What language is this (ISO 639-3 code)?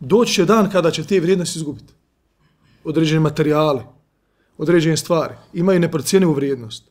bos